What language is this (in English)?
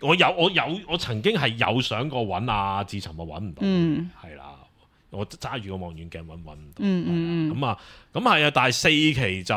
Cantonese